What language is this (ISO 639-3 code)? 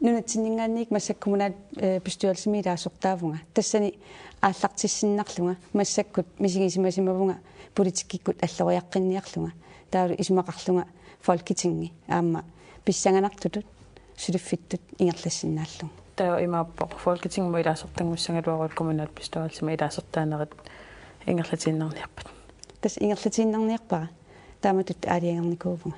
kal